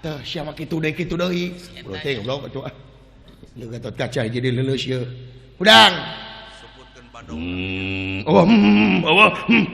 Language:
Sundanese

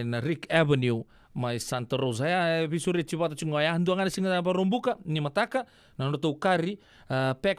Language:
Fijian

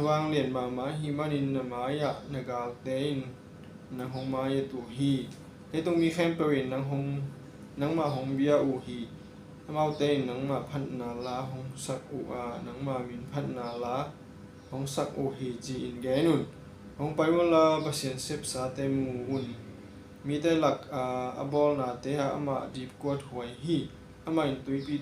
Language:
Tedim Chin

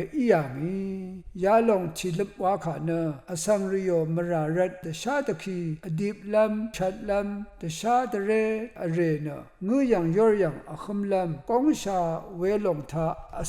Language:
Rawang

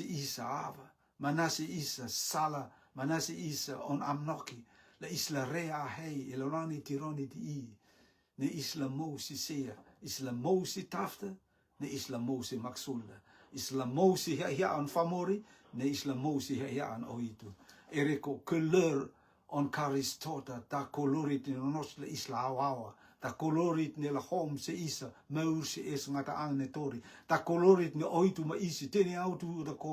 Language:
Rotuman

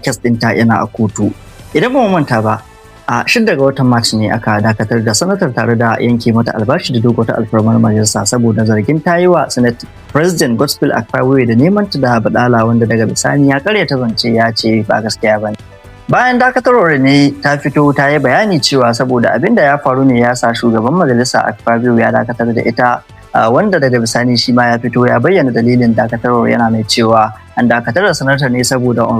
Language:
Hausa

